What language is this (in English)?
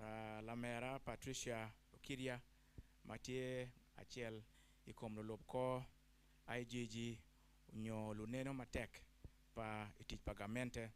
Acoli